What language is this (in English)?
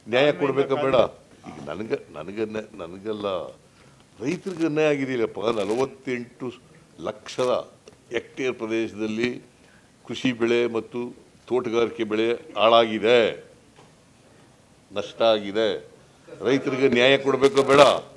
Kannada